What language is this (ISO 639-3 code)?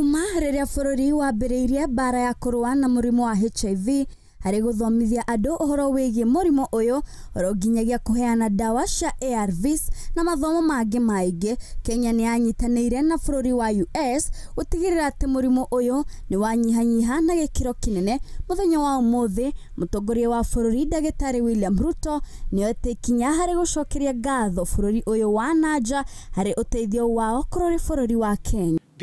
kik